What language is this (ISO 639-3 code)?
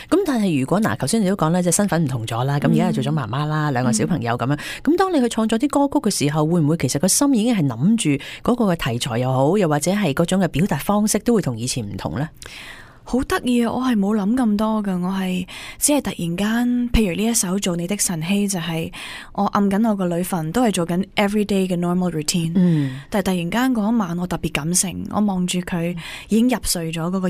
yue